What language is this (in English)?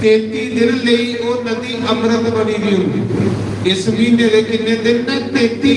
Dogri